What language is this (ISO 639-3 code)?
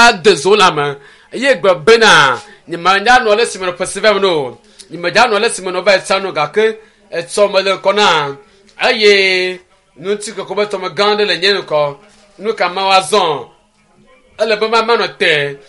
ewe